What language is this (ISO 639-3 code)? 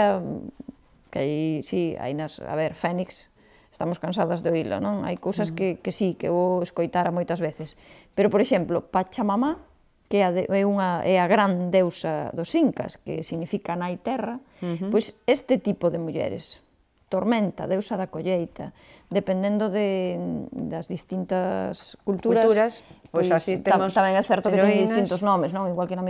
glg